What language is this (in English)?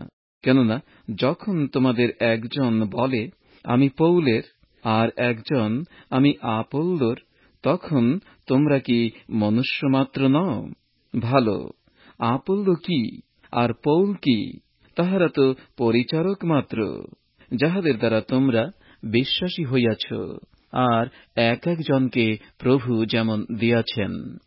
Bangla